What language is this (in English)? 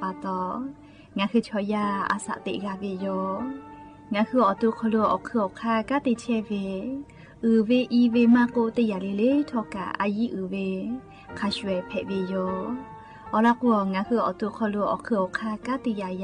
Lahu